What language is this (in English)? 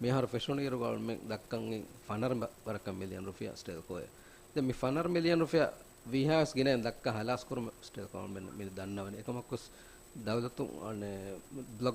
Divehi